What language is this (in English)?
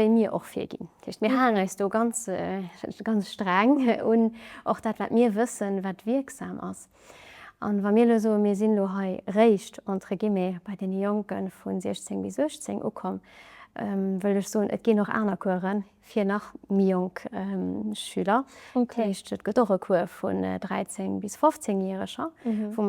Luxembourgish